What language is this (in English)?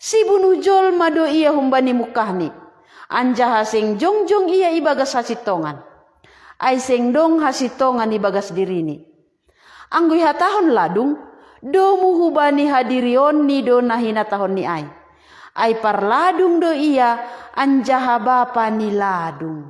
Batak Simalungun